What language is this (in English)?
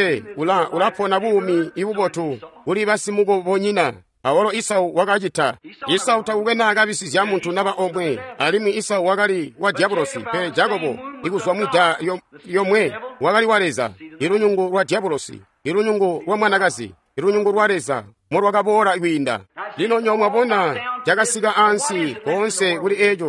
Tonga (Zambia)